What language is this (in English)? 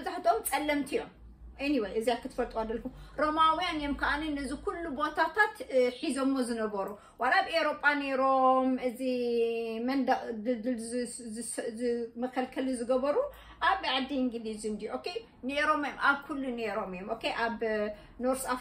Tigrinya